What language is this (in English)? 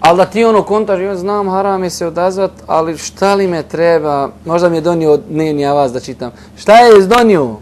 Bosnian